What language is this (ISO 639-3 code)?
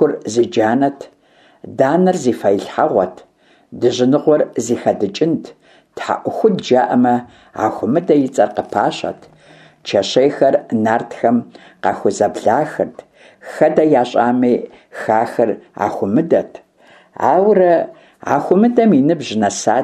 kbd